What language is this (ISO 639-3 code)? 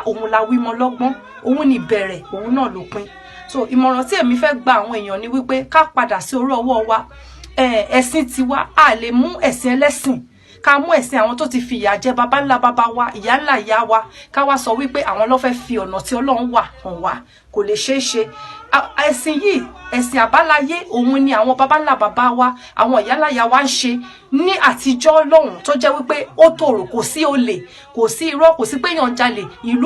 yor